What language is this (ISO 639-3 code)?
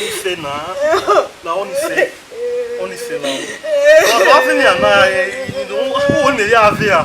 bin